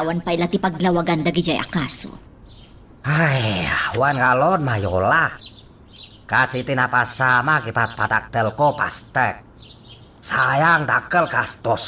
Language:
Iloko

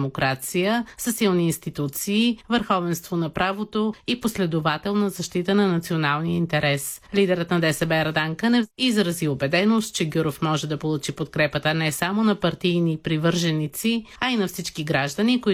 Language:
Bulgarian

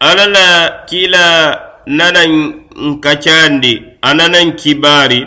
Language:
Mandingo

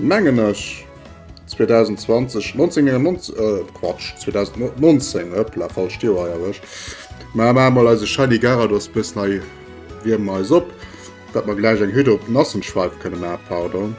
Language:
Luxembourgish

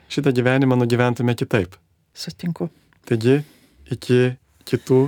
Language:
Lithuanian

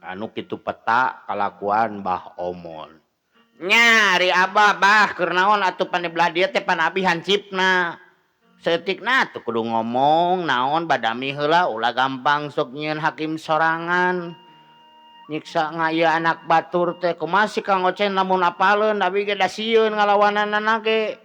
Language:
Sundanese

